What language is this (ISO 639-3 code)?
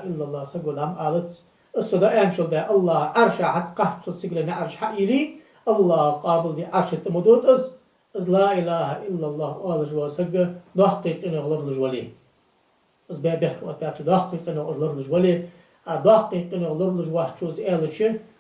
inh